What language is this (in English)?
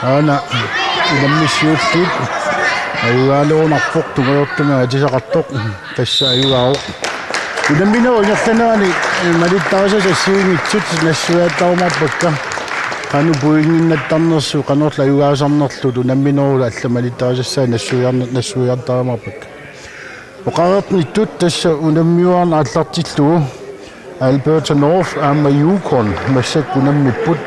Kalaallisut